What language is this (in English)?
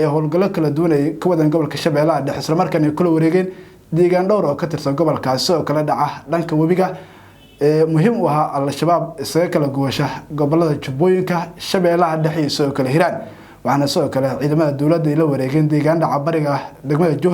Somali